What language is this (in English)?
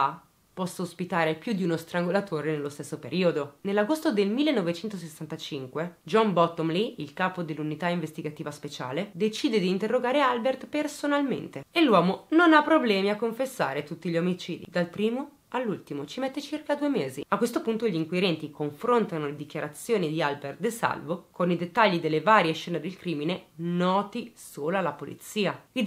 Italian